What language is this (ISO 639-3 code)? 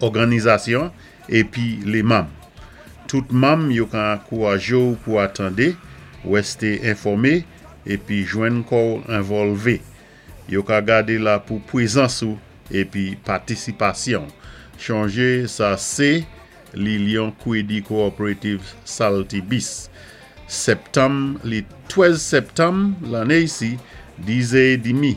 acf